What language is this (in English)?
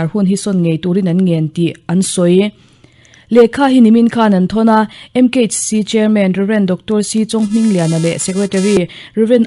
Mizo